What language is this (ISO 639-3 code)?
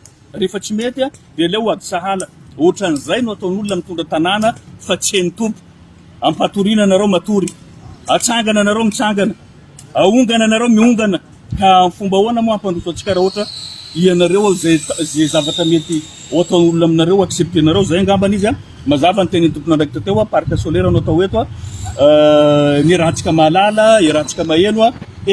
mlg